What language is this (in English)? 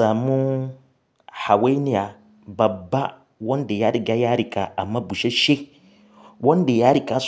Hausa